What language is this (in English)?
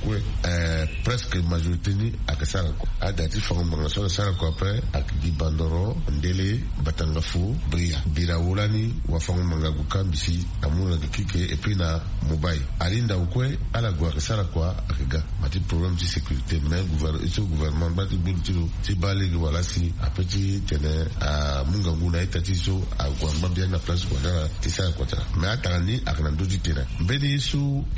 Sango